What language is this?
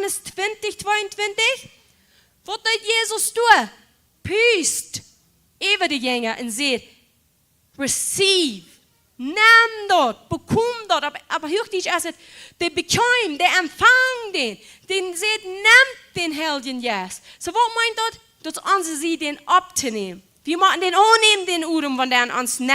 Plautdietsch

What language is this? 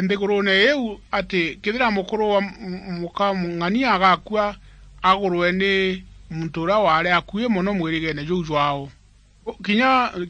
Meru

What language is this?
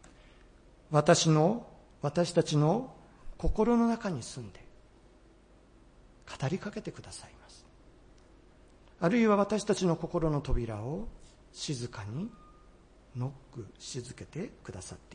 Japanese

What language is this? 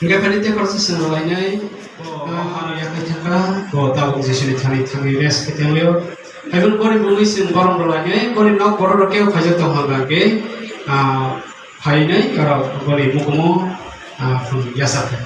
Kok Borok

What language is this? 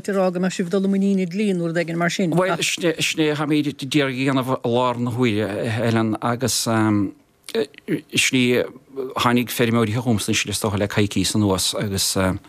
Irish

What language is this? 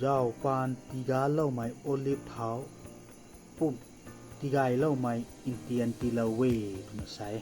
Rongmei Naga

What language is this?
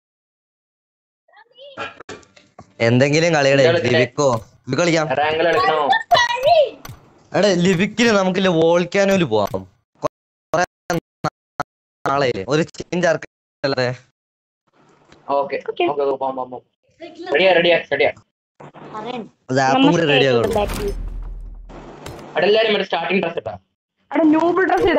Malayalam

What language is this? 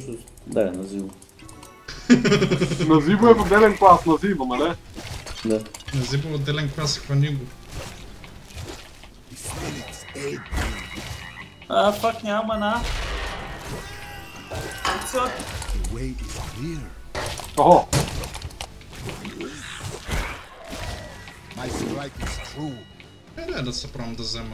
Bulgarian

